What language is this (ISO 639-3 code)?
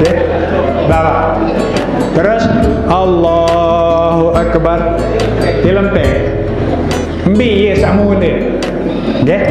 sas